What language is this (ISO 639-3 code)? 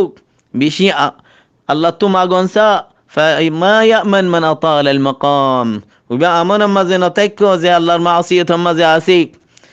rhg